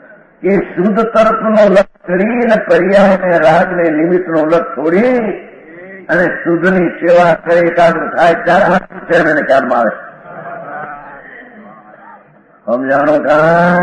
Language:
Gujarati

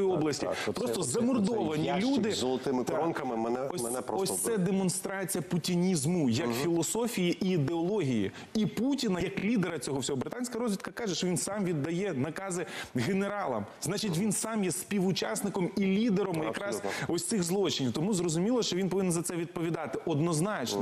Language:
Ukrainian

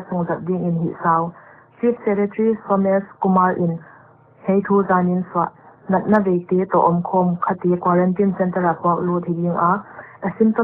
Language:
Paite Chin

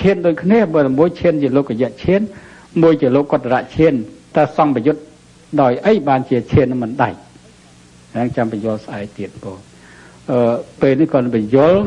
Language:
Khmer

